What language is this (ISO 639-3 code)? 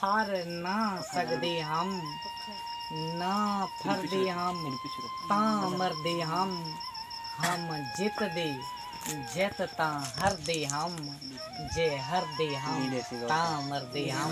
skr